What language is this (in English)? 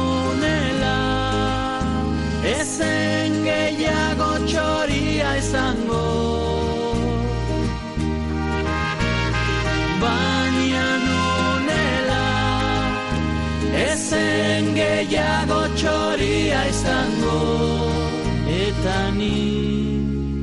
Basque